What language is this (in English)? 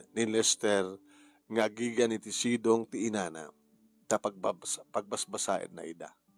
Iloko